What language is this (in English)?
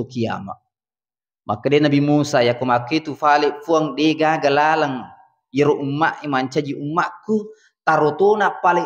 Buginese